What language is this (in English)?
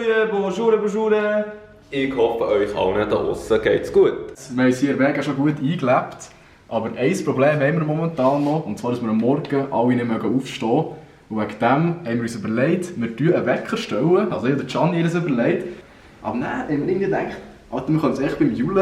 Swiss German